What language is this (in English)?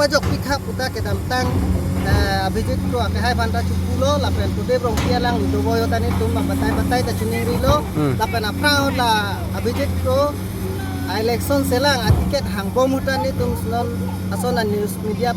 Karbi